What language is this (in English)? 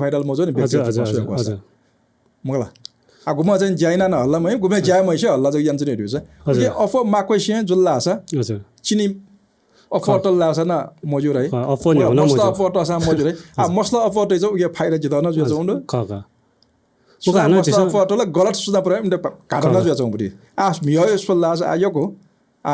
Newari